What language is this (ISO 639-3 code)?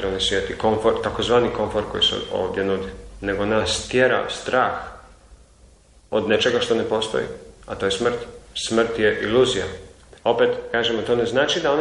hrv